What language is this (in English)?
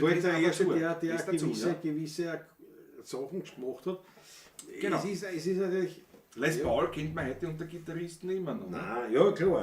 Bavarian